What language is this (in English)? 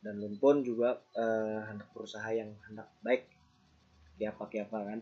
Banjar